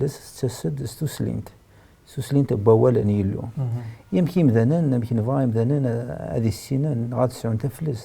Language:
Kabyle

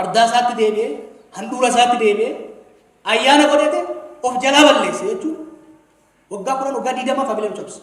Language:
Oromo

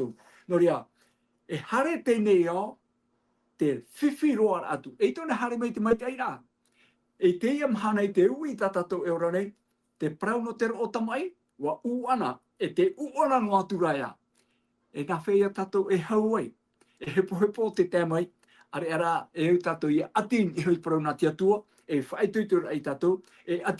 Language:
Tahitian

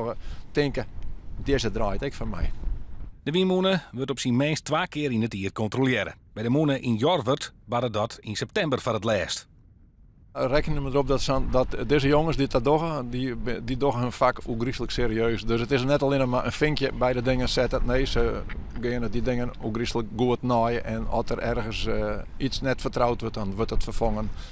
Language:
Western Frisian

